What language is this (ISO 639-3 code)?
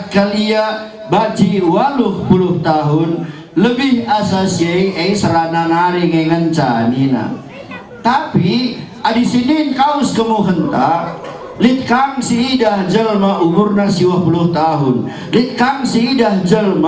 btx